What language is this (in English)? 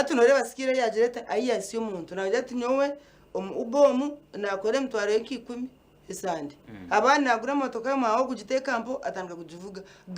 Nyankole